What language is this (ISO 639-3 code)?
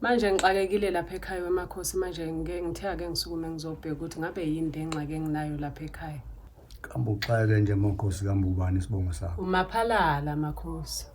zul